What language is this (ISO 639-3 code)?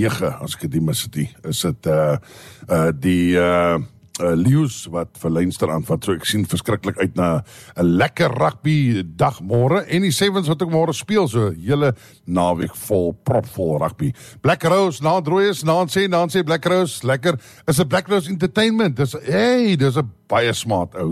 afr